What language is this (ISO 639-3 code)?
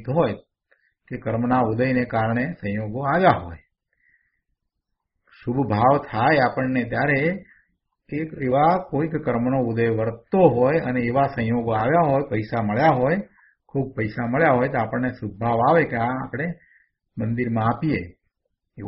guj